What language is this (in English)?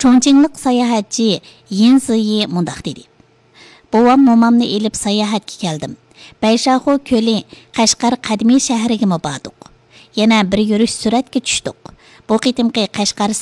Uyghur